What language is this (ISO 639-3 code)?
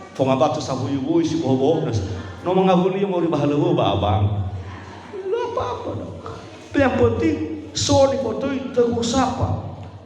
nia